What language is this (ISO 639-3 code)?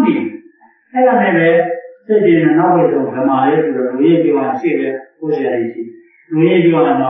mya